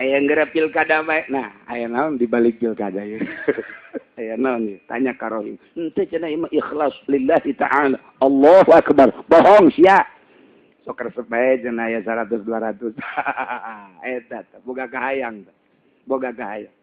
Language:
Sundanese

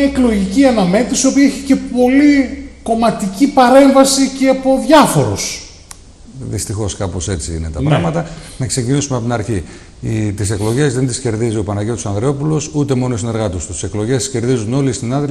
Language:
Greek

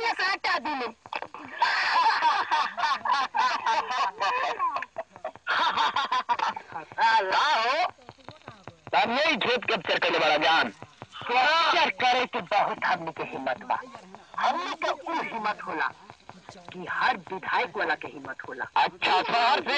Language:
Bhojpuri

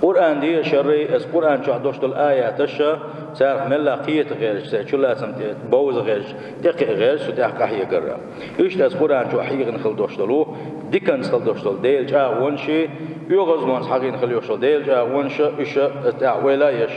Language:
Chechen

